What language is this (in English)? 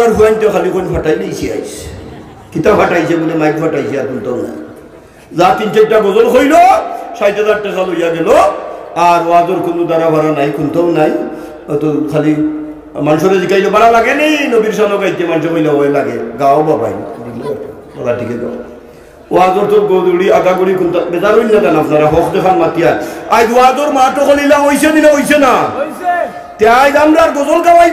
Sylheti